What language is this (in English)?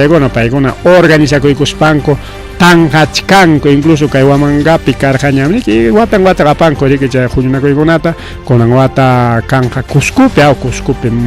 Ayacucho Quechua